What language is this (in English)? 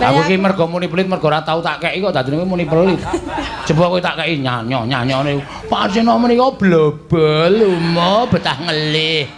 Javanese